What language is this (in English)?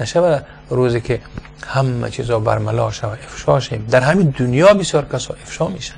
Persian